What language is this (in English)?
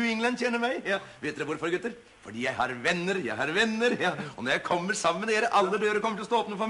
Norwegian